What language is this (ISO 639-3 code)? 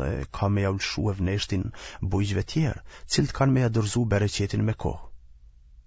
sqi